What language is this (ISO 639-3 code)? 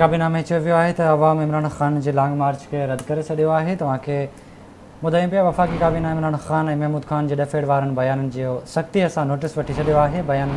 snd